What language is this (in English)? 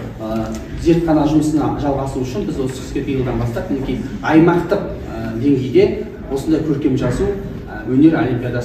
Kazakh